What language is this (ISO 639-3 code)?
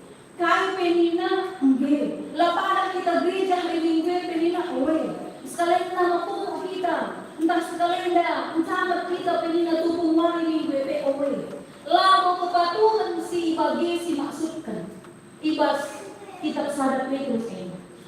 btx